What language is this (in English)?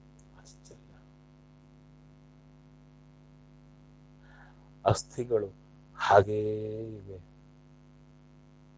Kannada